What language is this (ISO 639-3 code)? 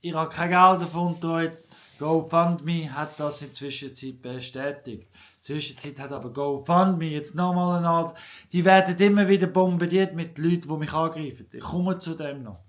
gsw